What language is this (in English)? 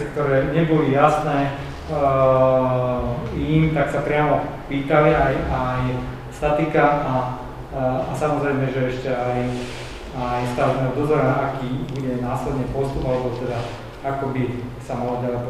Slovak